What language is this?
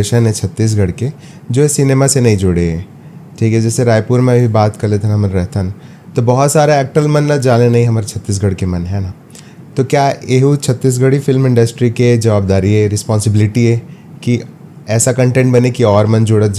Chhattisgarhi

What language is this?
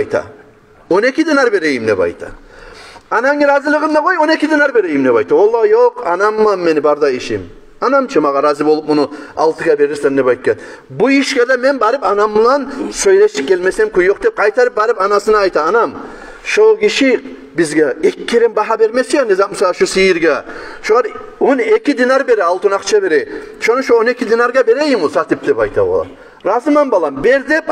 Kumyk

